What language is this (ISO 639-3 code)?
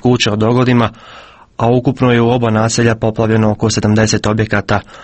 hrv